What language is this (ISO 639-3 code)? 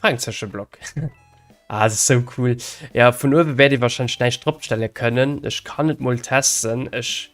ltz